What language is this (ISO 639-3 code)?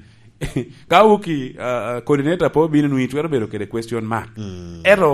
laj